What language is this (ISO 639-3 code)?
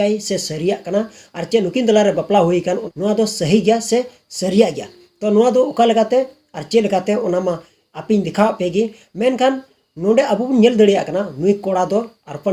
sat